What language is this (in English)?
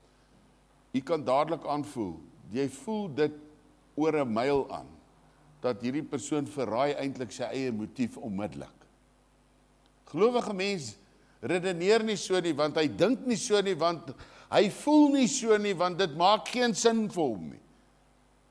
Afrikaans